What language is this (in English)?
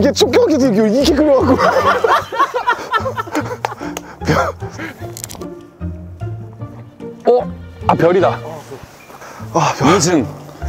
Korean